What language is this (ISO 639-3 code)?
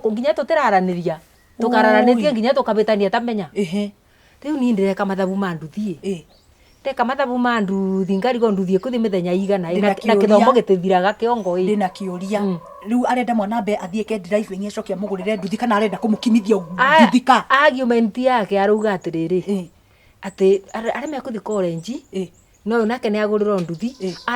kik